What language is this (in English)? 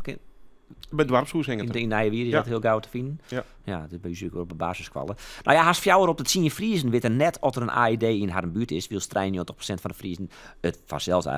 Western Frisian